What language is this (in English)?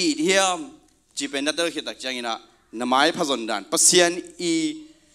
Tedim Chin